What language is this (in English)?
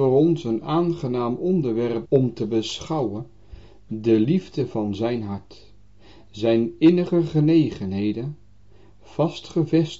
Dutch